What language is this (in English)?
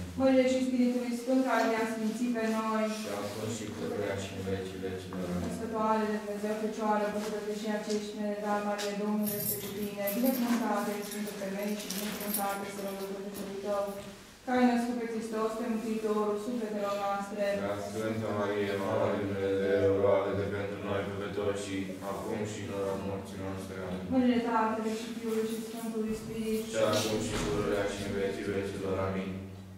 Romanian